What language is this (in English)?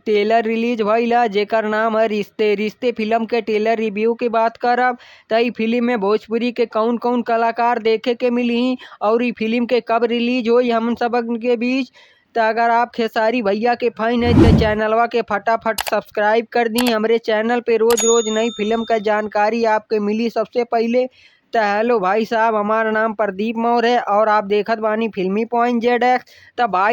Bhojpuri